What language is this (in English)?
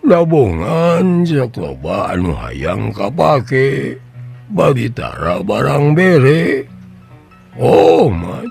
Sundanese